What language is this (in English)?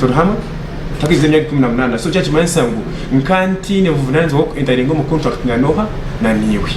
Nyankole